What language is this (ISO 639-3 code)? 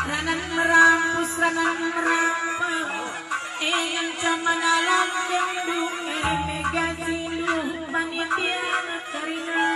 btx